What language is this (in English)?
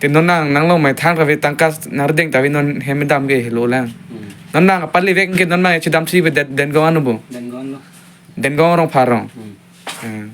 Karbi